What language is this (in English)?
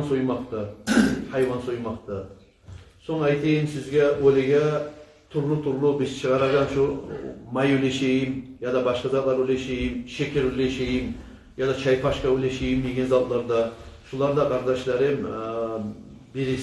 Kumyk